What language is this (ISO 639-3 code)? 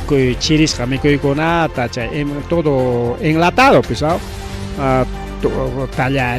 quy